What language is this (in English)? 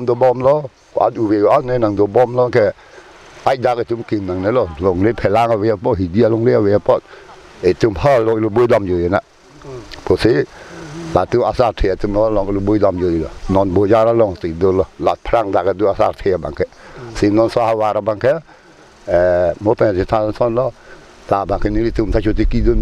Karbi